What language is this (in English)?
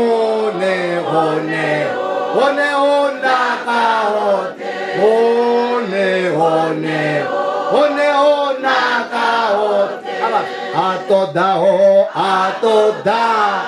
Venda